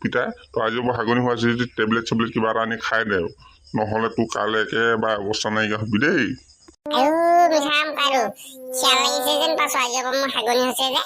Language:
Assamese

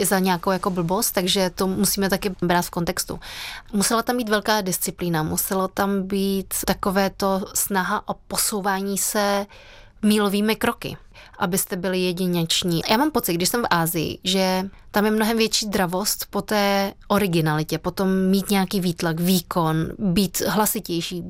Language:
Czech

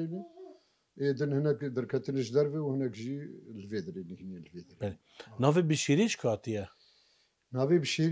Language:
Kurdish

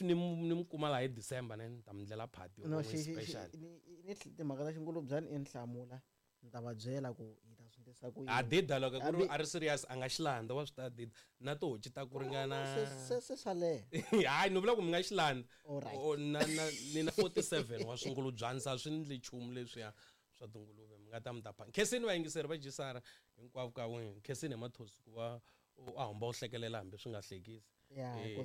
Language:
Tsonga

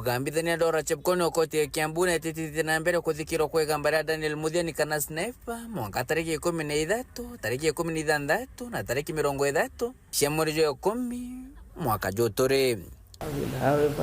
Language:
Meru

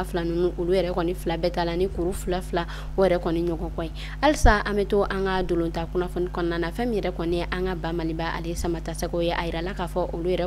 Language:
Bambara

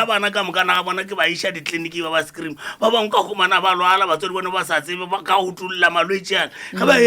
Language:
Northern Sotho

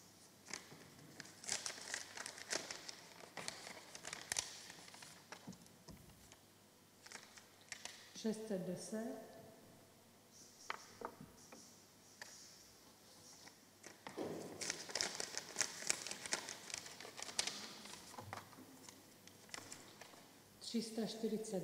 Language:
Czech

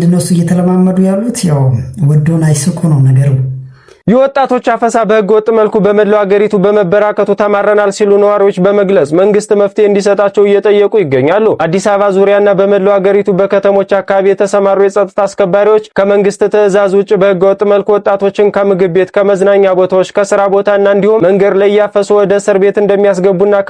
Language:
Amharic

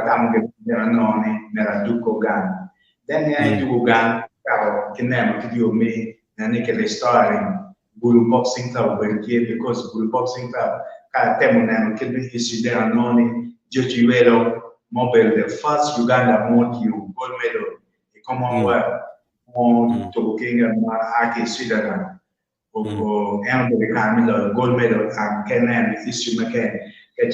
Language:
Acoli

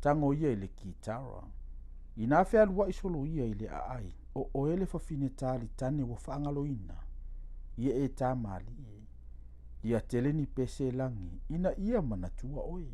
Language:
Samoan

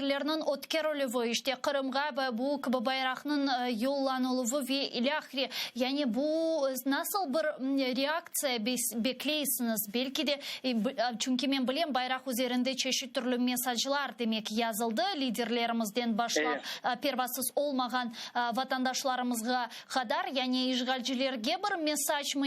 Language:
Crimean Tatar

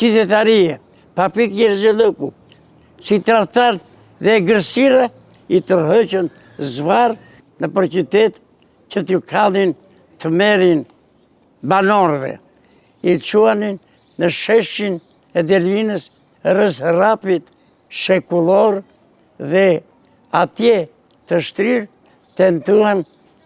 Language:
Albanian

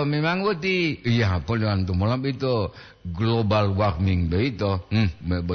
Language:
Gorontalo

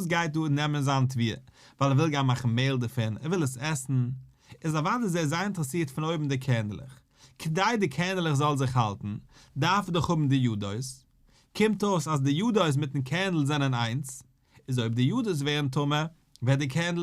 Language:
Yiddish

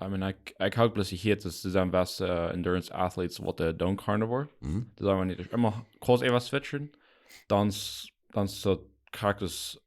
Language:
Plautdietsch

